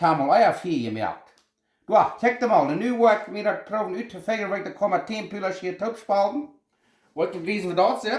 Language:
Plautdietsch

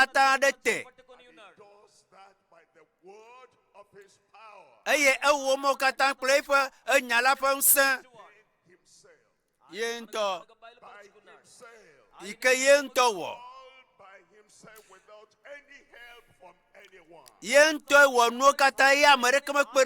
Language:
Ewe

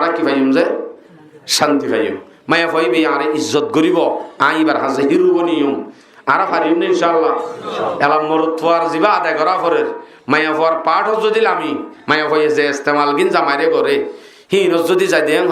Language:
Rohingya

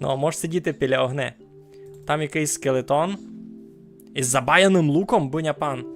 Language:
Rusyn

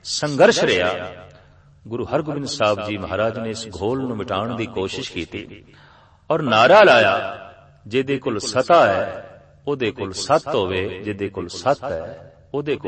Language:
Punjabi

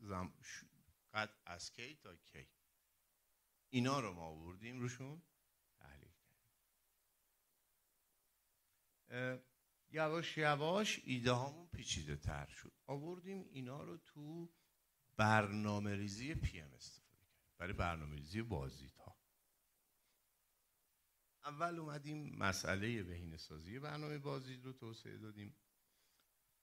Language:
Persian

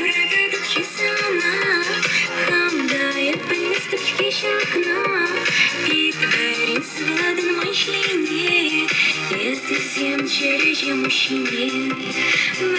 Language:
Chuvash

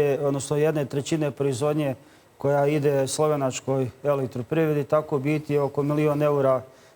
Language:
Bosnian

